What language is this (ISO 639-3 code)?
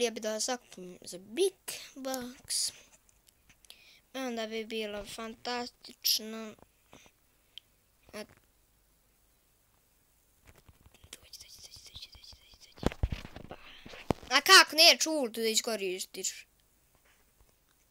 hrv